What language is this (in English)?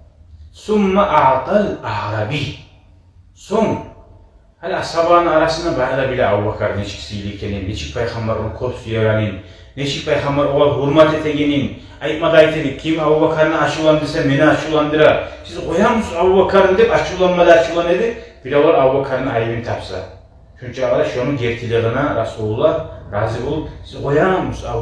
Kumyk